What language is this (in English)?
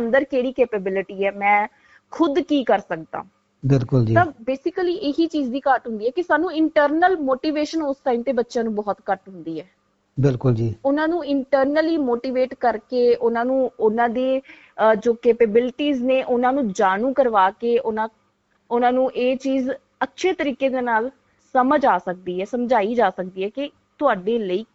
Punjabi